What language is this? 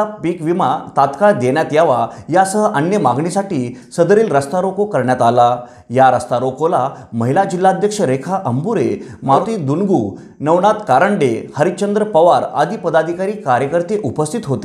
Marathi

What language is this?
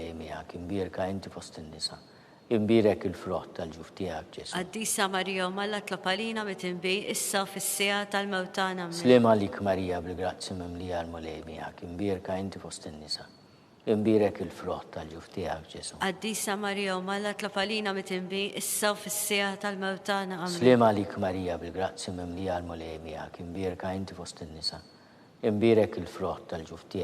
Maltese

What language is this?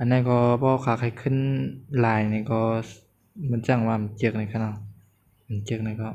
Shan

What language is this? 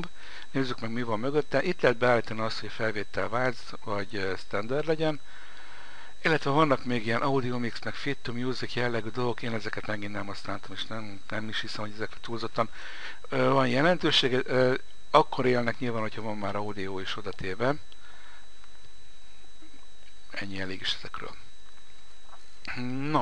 Hungarian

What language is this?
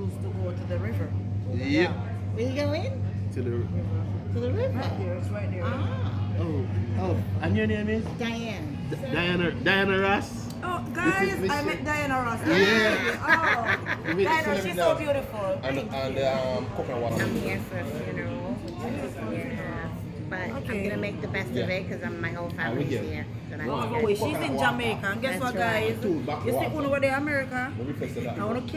Jamaican Creole English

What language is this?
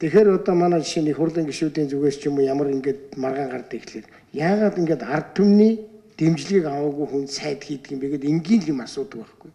Mongolian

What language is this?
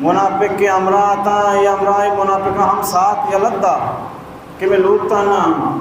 Baluchi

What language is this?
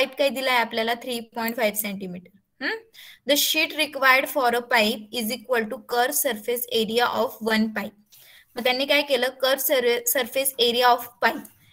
Marathi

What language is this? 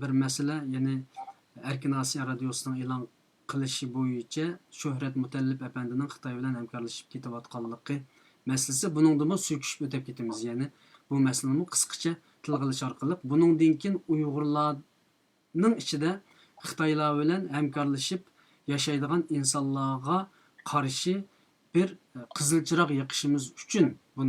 Uyghur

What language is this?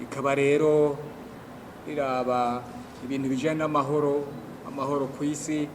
Rundi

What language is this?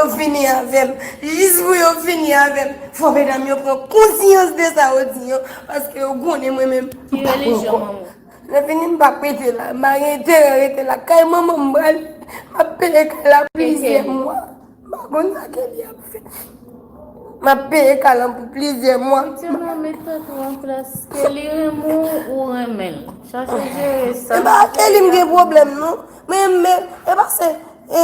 Haitian Creole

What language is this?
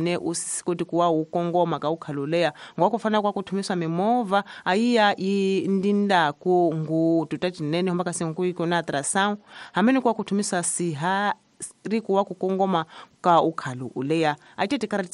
Tsonga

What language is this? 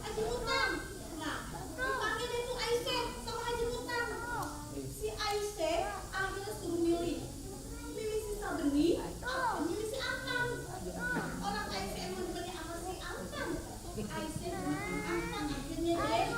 Betawi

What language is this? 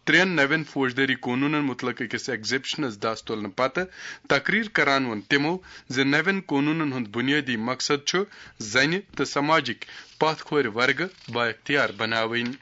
Kashmiri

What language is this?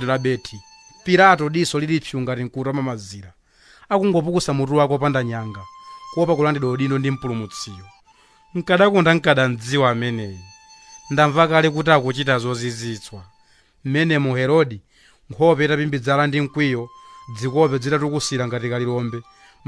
Nyanja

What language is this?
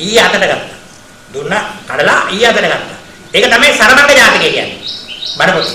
Sinhala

